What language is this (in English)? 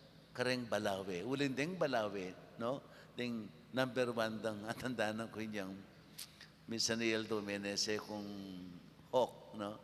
Pampanga